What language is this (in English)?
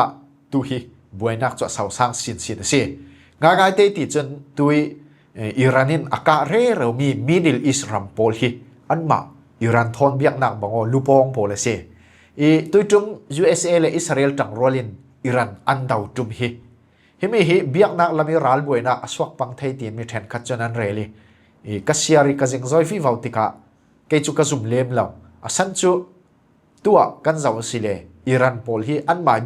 Falam Chin